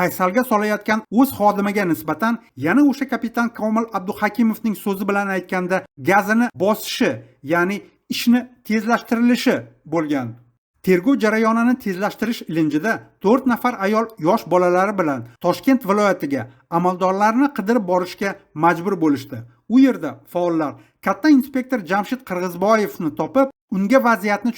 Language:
Uzbek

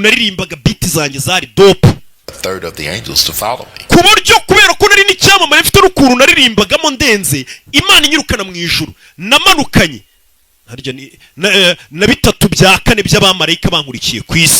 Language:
Kinyarwanda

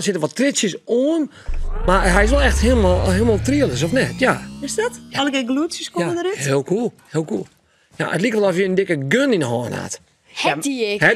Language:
Western Frisian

